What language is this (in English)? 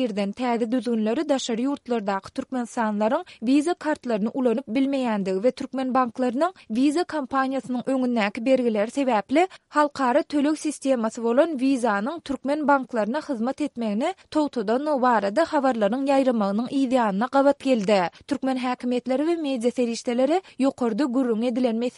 Turkmen